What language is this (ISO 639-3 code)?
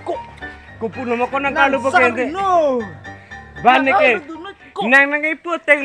mjw